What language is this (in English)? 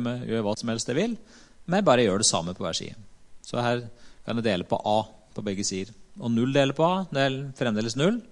Norwegian